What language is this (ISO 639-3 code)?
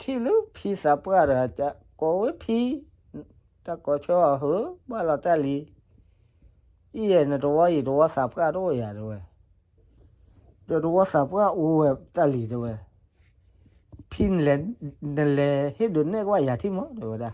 ksw